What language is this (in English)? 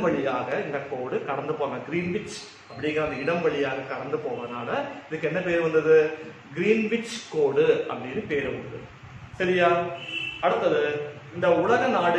Tamil